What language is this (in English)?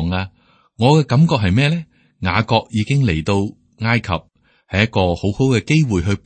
Cantonese